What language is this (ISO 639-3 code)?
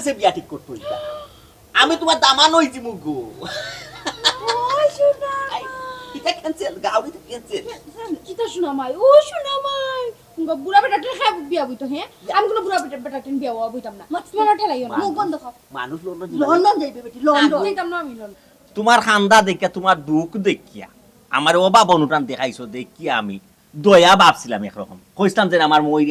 syl